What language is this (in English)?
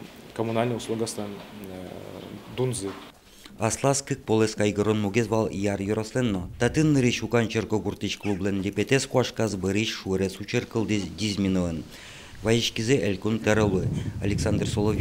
Udmurt